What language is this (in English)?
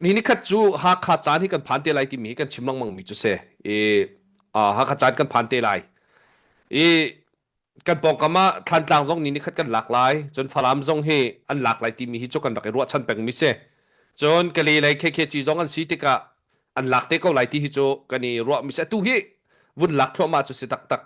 Hakha Chin